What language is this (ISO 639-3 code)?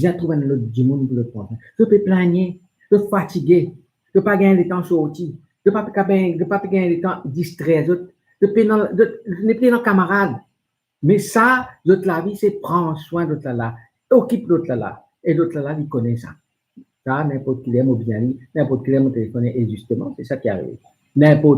mfe